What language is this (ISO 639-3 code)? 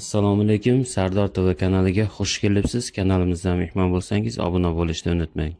uzb